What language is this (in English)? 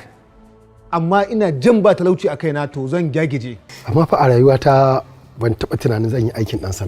Hausa